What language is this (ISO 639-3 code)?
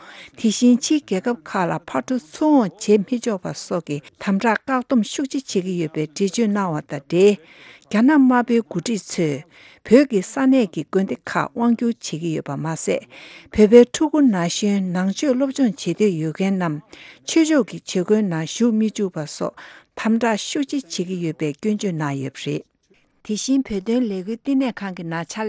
bod